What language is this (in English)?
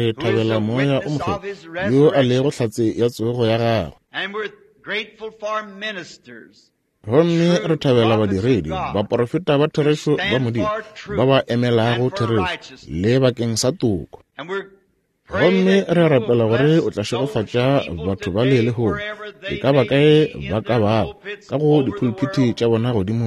Northern Sotho